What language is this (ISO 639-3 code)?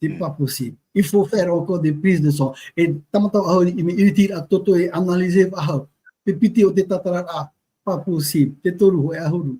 tah